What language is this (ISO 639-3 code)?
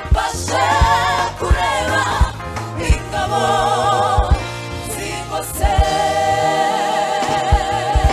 kin